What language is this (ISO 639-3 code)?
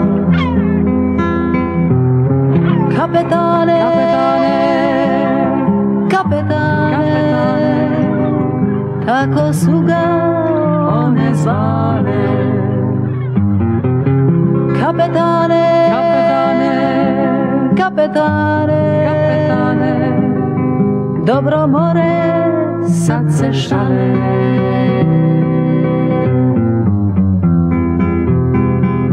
hrv